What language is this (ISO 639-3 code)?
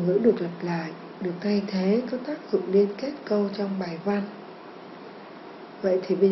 vie